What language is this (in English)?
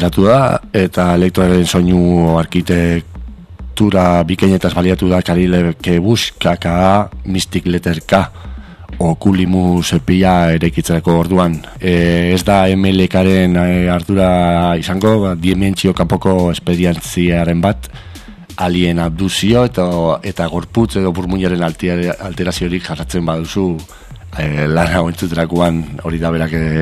Basque